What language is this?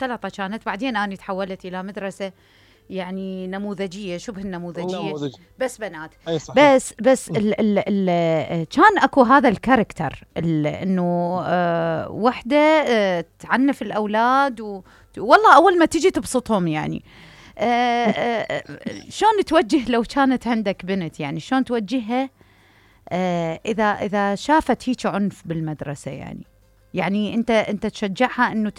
Mesopotamian Arabic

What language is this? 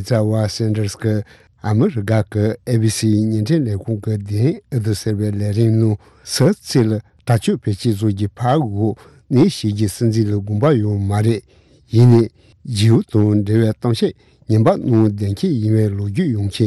Tibetan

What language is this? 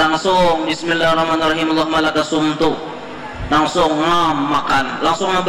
Banjar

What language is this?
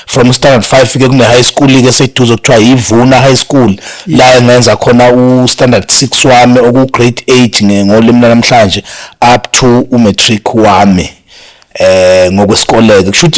Zulu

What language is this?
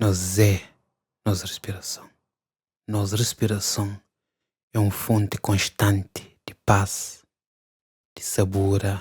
Kabuverdianu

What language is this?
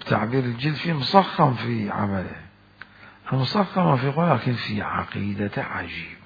Mesopotamian Arabic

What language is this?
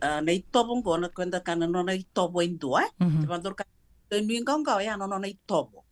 Fijian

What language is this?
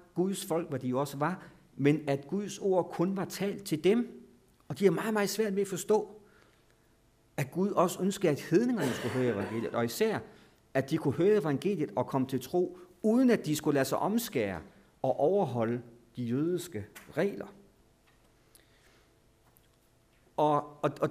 Danish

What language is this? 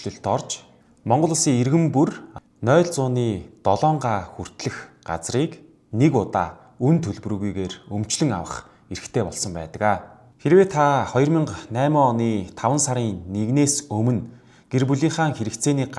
Mongolian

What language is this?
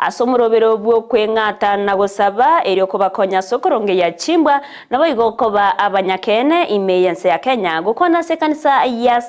Gusii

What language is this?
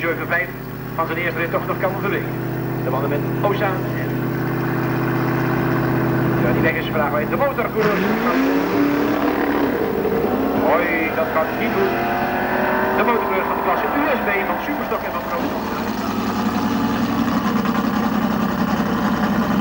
Dutch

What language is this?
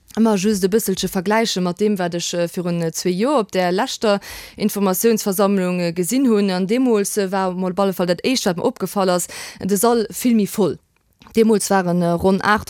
Luxembourgish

